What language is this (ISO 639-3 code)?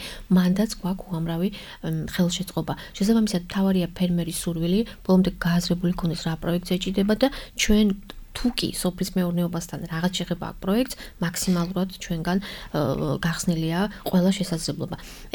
kat